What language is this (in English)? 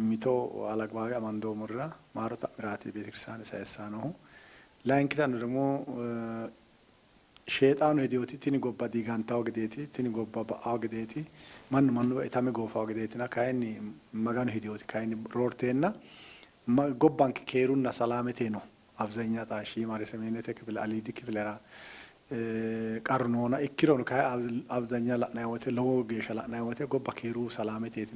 Sidamo